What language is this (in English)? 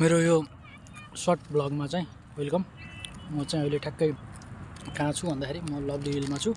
Nepali